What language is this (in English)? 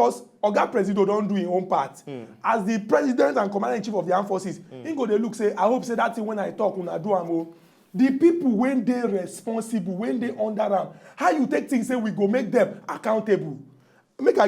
Nigerian Pidgin